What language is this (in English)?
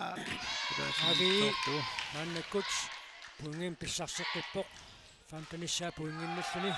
Kalaallisut